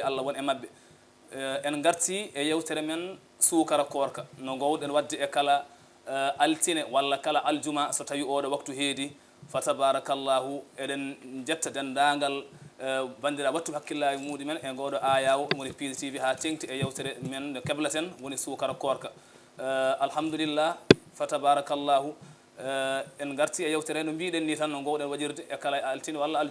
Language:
Fula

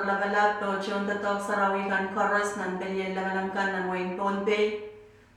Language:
Pohnpeian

